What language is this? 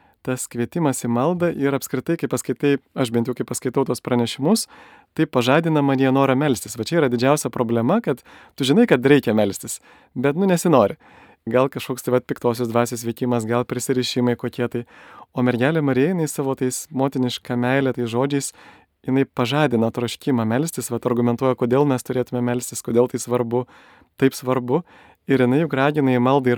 Lithuanian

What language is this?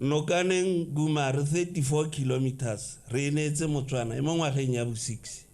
Tswana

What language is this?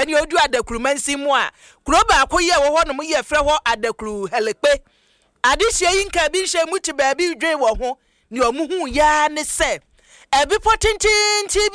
Akan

